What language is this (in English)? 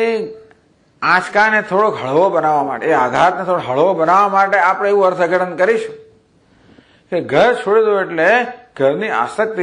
Gujarati